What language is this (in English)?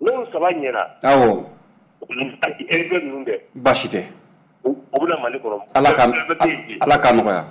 Bambara